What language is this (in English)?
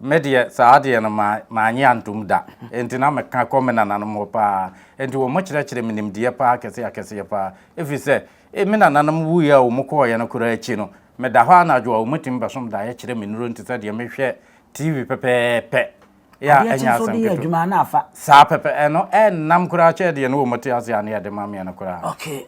Akan